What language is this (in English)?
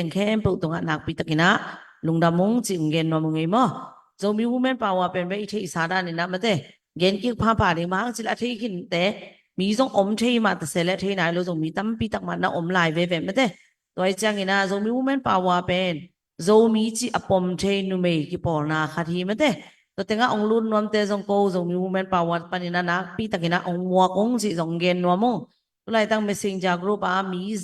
Tedim Chin